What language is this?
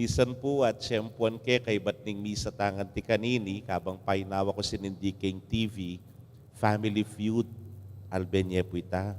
Pampanga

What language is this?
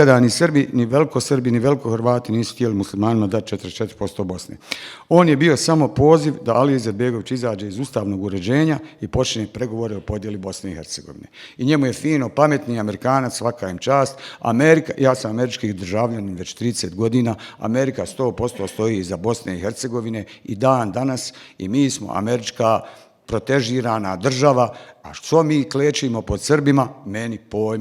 Bosnian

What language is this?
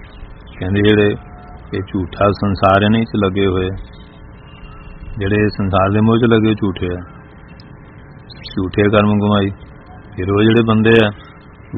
Punjabi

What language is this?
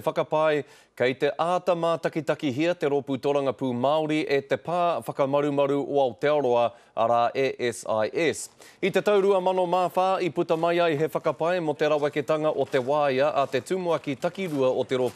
Māori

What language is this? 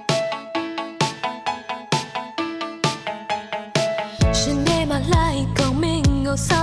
Burmese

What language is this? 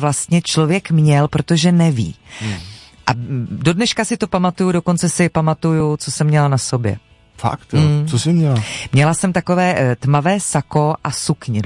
Czech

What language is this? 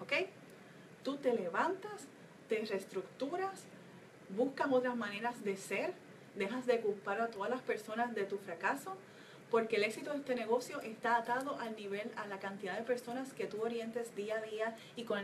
Spanish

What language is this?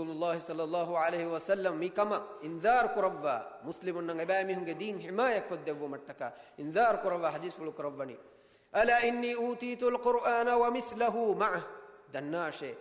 Divehi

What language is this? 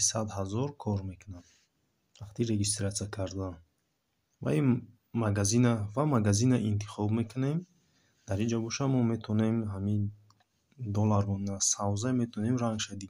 Tajik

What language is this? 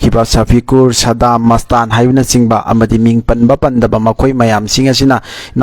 Manipuri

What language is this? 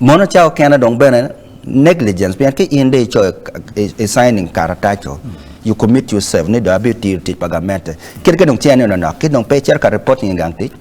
Acoli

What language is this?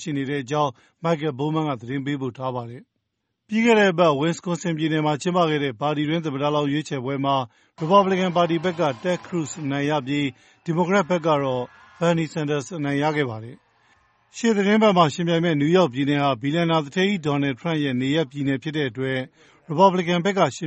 Burmese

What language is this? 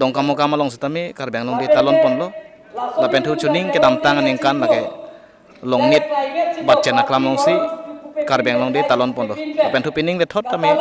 Karbi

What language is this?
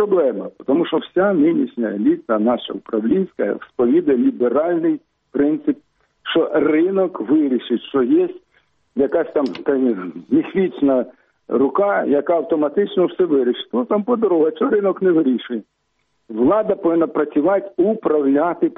Ukrainian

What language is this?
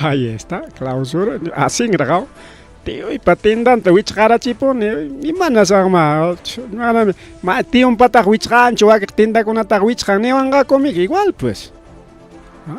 Ayacucho Quechua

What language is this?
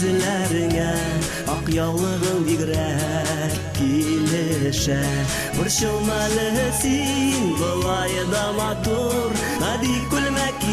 Bashkir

